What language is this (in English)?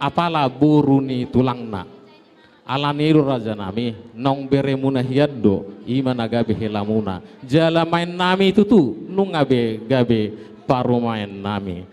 Batak Toba